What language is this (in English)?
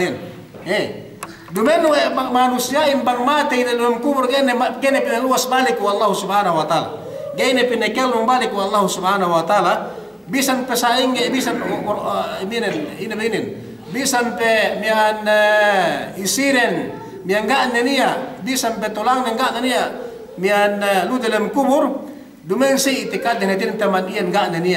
Yakan